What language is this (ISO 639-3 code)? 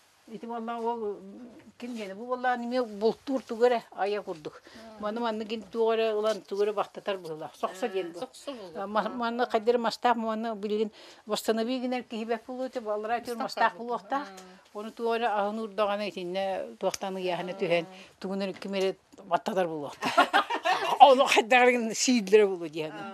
sah